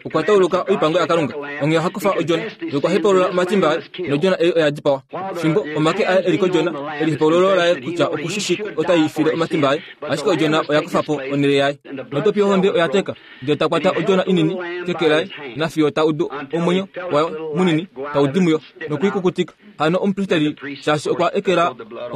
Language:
Kuanyama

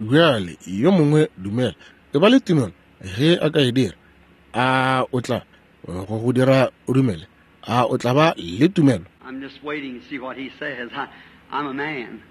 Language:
Northern Sotho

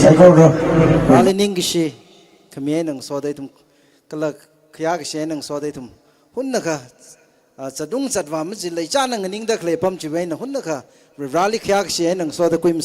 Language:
Tangkhul Naga (India)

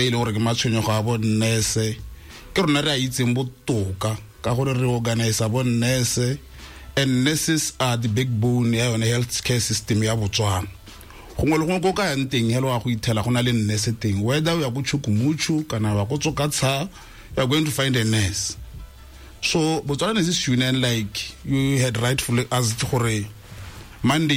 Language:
Tswana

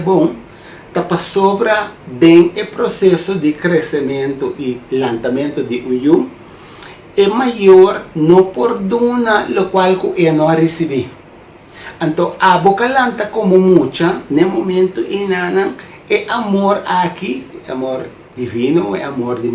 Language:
Papiamento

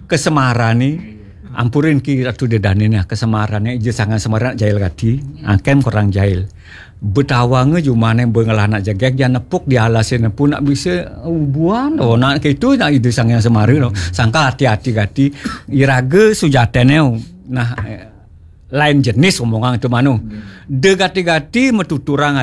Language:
Balinese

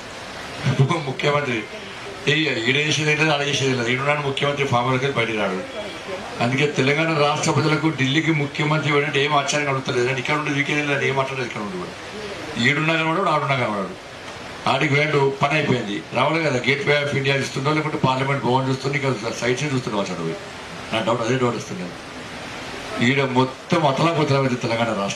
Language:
Telugu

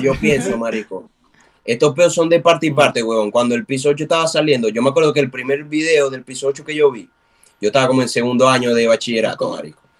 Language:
Spanish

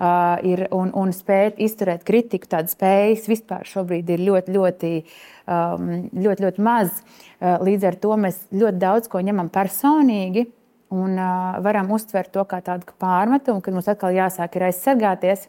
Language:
Latvian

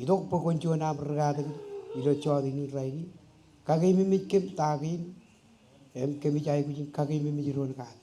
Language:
Marshallese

